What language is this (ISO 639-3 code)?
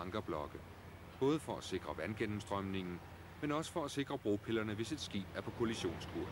dan